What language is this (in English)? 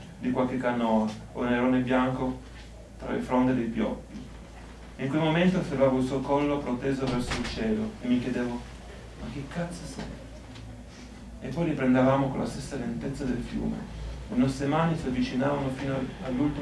Italian